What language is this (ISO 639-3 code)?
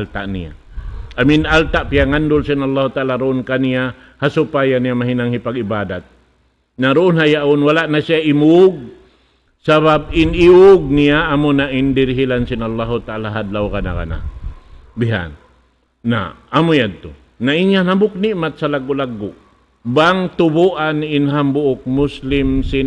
tsg